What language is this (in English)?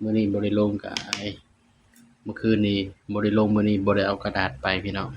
Northeastern Thai